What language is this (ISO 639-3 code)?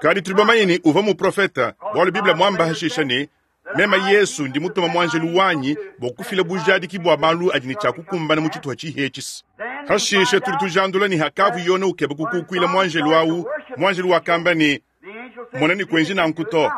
lua